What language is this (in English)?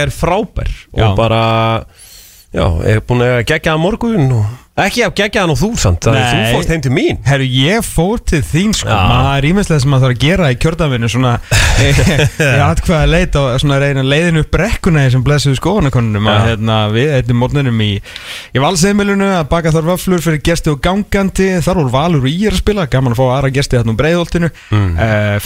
Icelandic